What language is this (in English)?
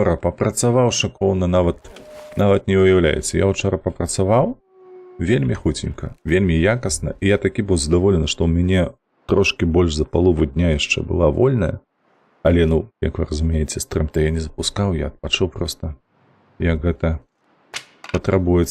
Belarusian